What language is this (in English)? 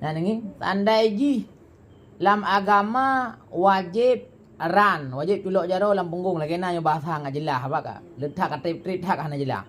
Achinese